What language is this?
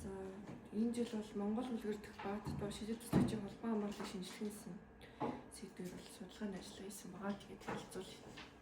Mongolian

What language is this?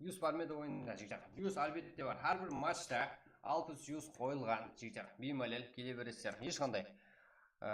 Kara-Kalpak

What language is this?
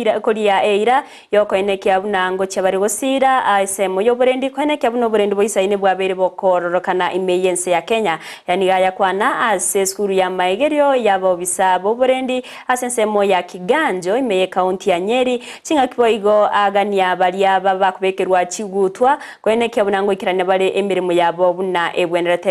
Gusii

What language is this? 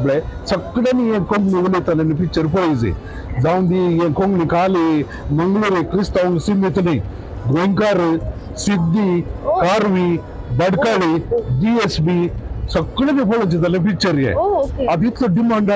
Konkani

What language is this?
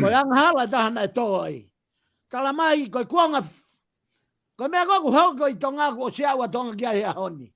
Tongan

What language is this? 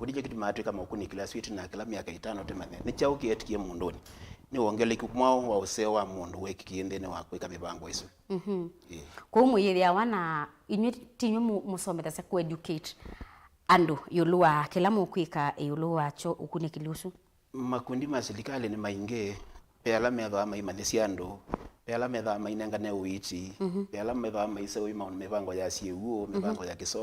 Kamba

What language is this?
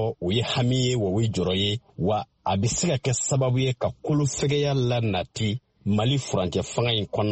Bambara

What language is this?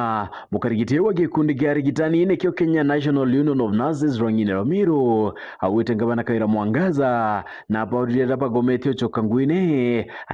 Meru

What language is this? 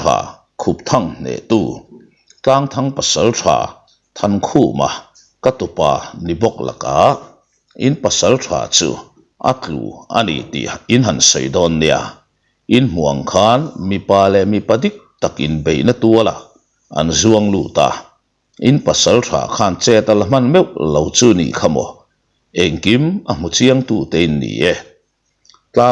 Mizo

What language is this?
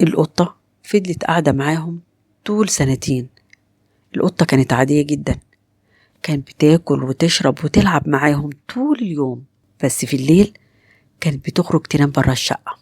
Egyptian Arabic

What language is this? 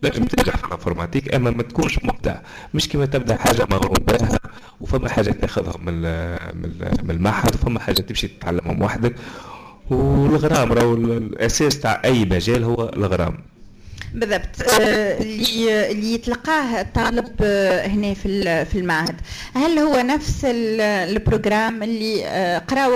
Tunisian Arabic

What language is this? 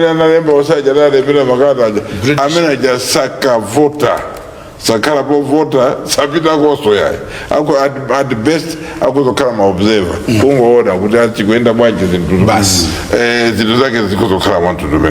Nyanja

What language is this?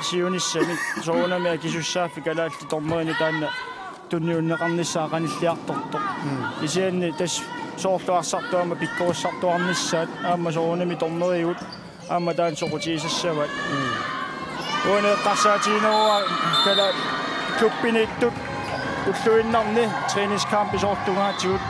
Kalaallisut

